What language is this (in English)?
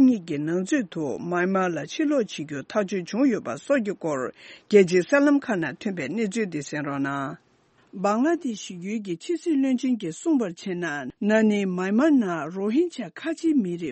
Tibetan